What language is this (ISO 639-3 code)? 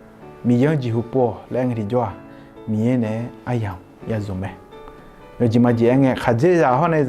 ahk